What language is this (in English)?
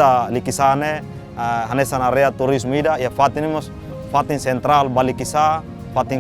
Tetum